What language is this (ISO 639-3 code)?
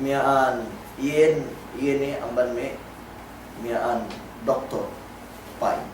yka